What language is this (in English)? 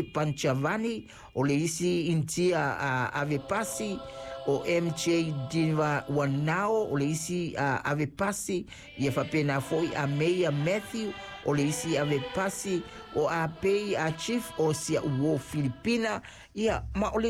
Samoan